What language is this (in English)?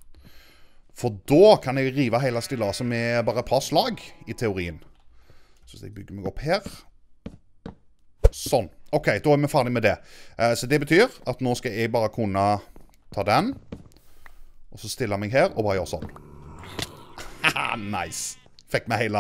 Norwegian